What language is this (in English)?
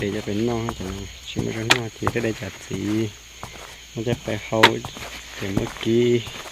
Hmong